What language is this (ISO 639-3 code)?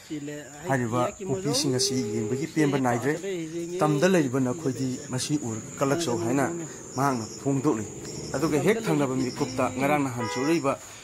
mni